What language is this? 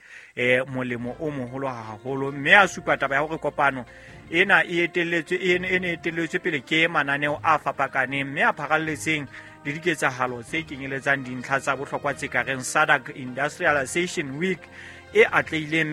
Southern Sotho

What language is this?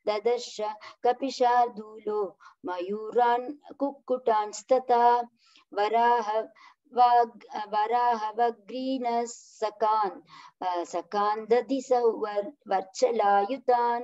Sanskrit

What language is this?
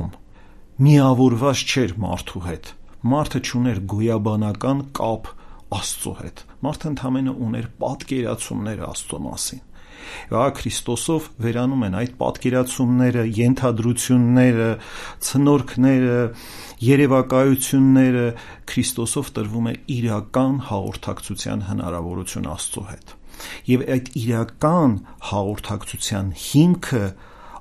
Armenian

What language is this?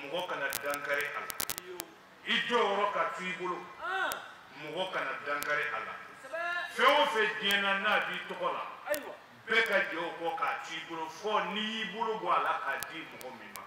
Bambara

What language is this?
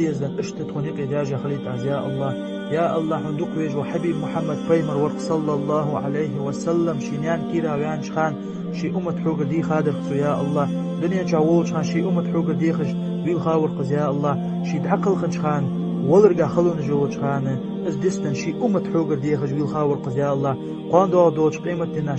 Ingush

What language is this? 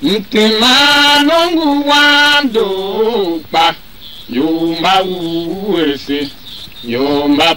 Tiv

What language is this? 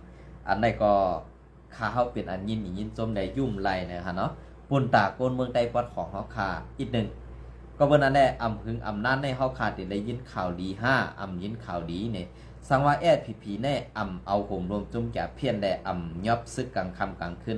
Shan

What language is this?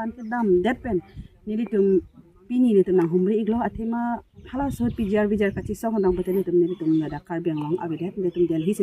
Karbi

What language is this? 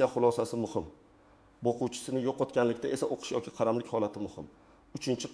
Uzbek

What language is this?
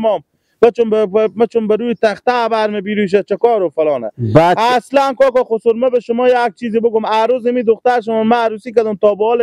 Persian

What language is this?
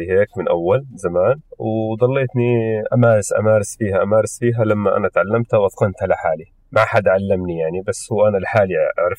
North Levantine Arabic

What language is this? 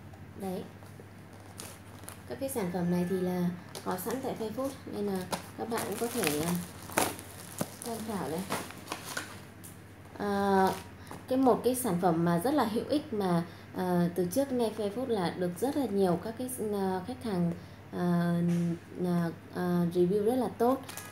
Vietnamese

